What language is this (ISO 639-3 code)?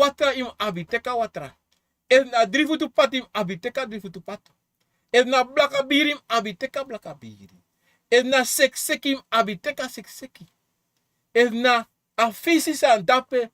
srn